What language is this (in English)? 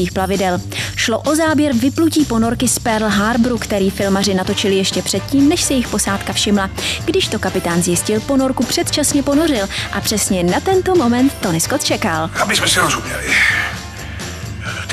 Czech